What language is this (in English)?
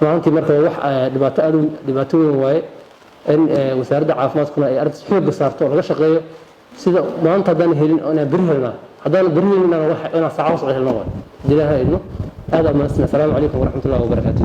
Somali